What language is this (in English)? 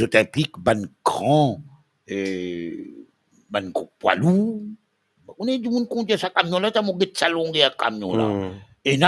Morisyen